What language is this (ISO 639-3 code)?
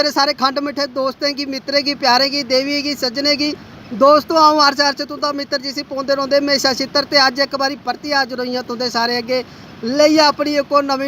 doi